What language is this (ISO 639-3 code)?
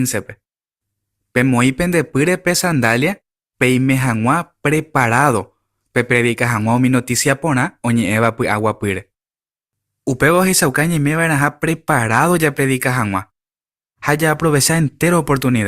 grn